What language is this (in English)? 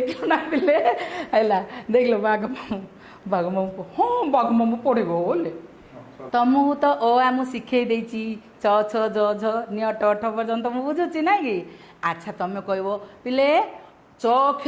Odia